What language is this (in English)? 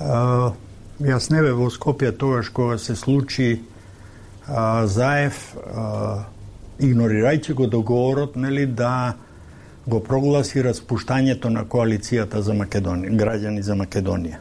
Macedonian